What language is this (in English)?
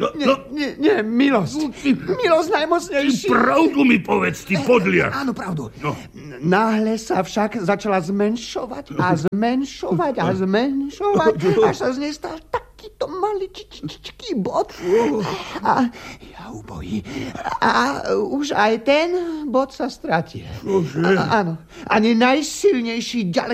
Slovak